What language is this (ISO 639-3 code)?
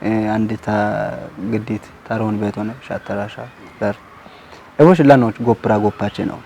kbr